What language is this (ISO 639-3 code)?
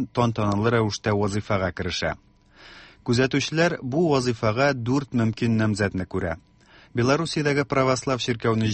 tat